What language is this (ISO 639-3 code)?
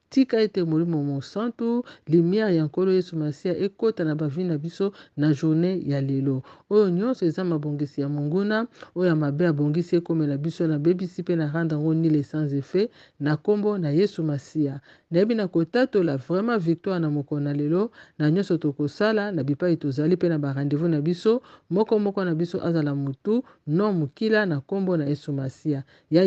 lin